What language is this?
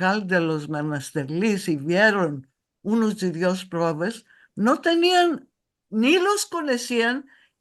Ladino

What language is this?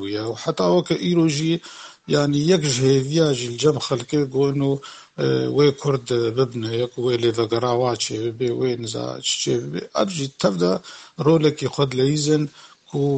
Kurdish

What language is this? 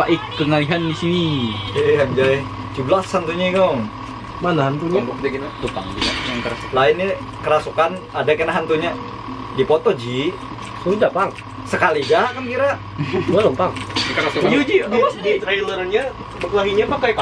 Banjar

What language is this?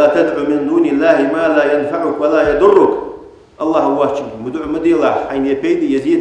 Ingush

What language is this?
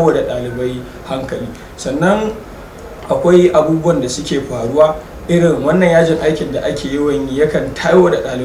Hausa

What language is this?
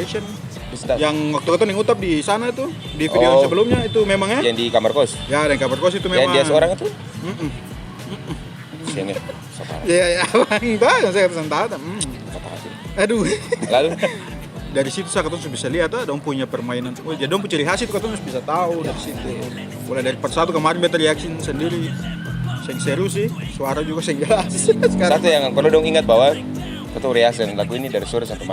Ambonese Malay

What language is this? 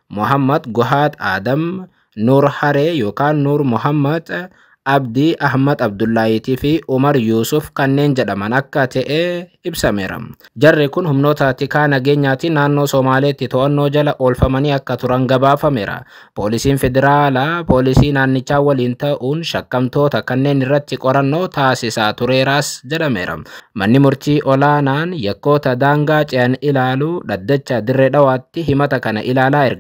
Oromo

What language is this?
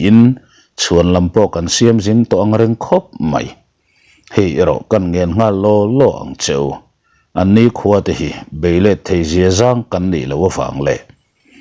Mizo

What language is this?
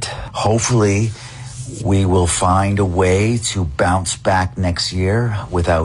English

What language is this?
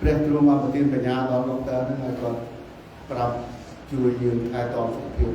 Khmer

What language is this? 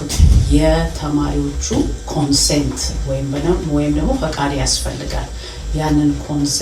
Amharic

